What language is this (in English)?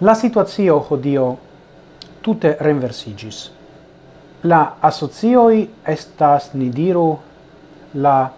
Esperanto